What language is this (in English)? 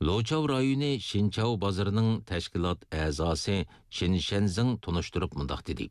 Uyghur